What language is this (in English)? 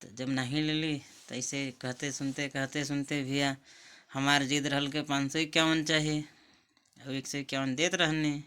Bhojpuri